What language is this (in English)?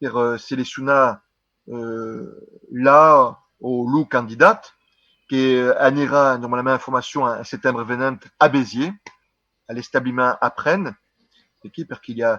Occitan